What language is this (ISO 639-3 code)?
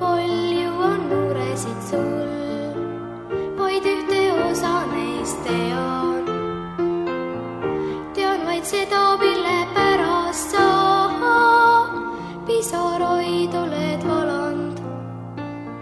est